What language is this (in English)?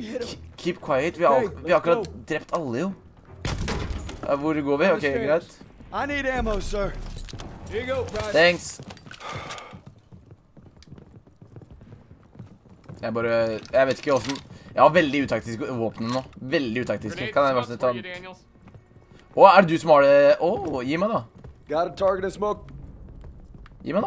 Norwegian